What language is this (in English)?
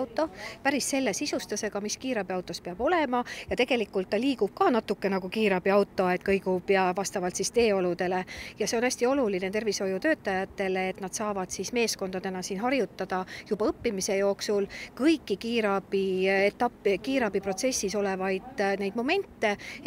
Estonian